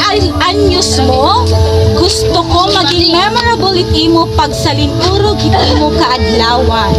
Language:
Waray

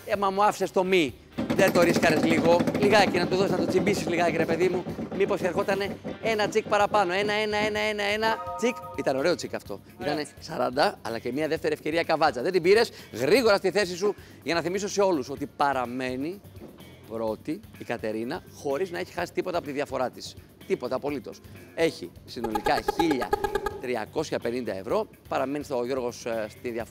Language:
Greek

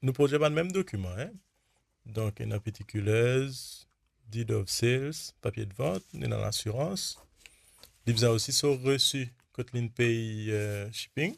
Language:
Morisyen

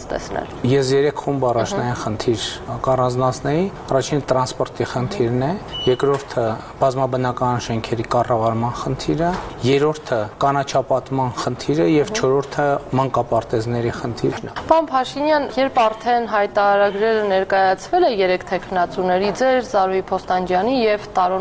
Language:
Armenian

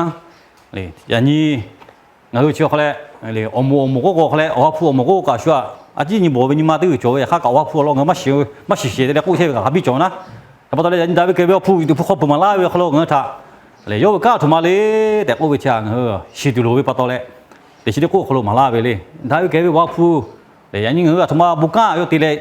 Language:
Lahu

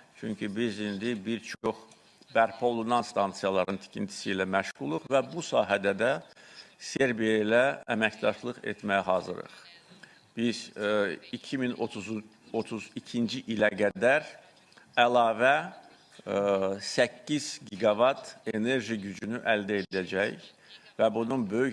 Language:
Azerbaijani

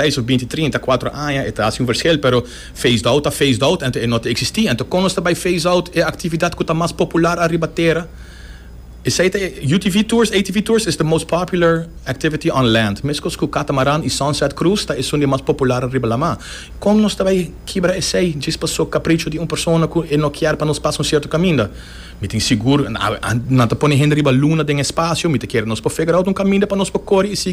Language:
Papiamento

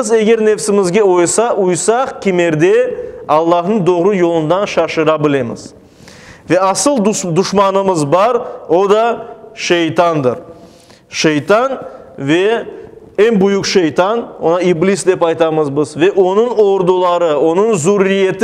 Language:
Crimean Tatar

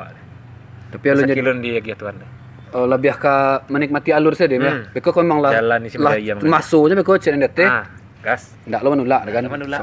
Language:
Minangkabau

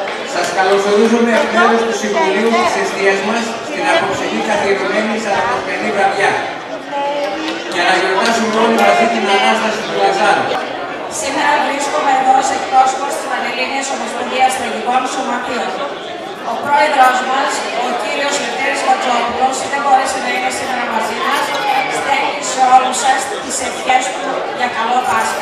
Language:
Greek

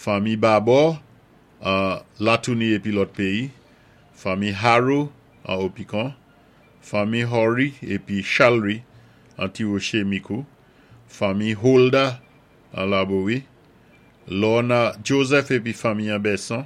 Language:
Saint Lucian Creole French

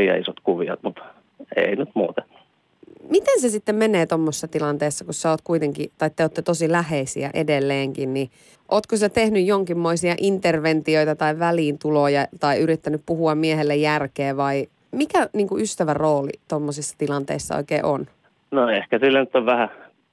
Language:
Finnish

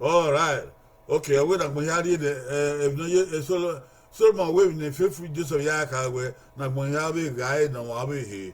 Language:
Bini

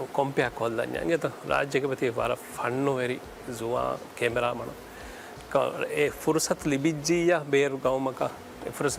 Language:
Divehi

